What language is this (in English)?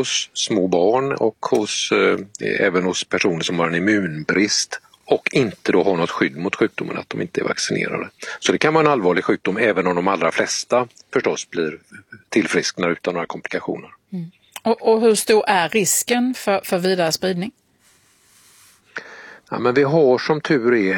Swedish